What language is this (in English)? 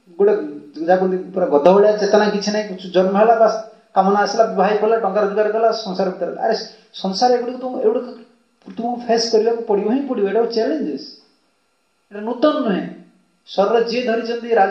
Odia